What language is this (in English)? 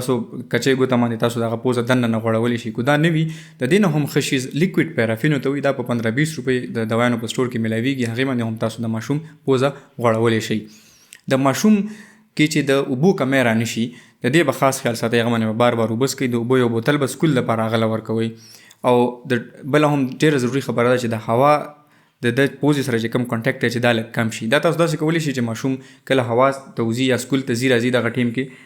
Pashto